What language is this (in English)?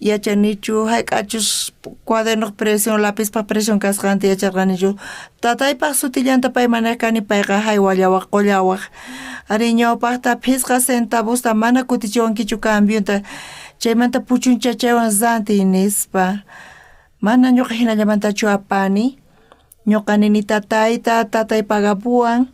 South Bolivian Quechua